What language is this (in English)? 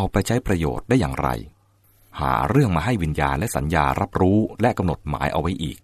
Thai